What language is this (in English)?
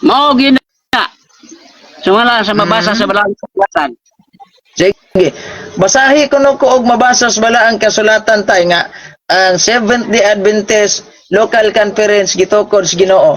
Cebuano